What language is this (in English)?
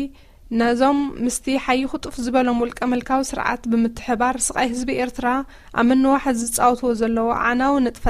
Tigrinya